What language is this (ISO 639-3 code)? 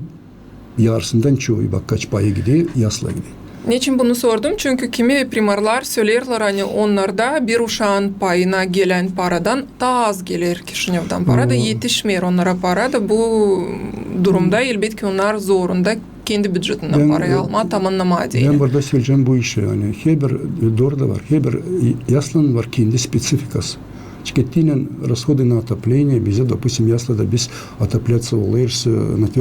gag